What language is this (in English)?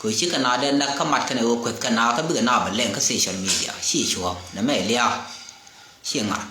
Nuer